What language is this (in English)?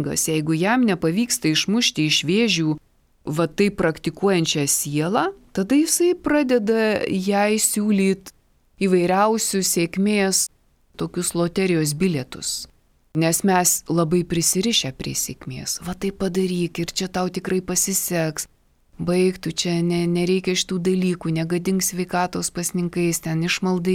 Lithuanian